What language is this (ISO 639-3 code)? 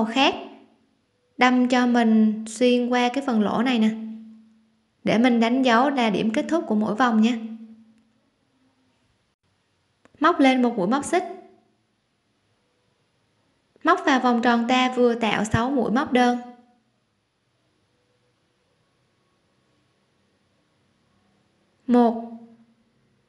vie